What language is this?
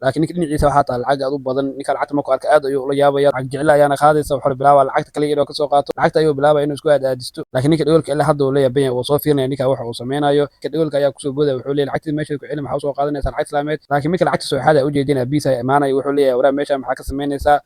Somali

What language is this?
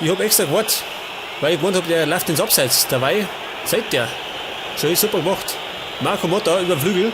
Bavarian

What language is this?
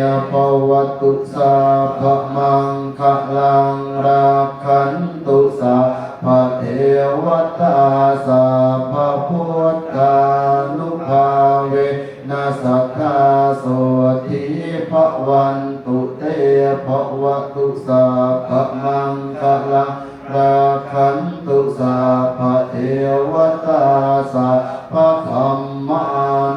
Pali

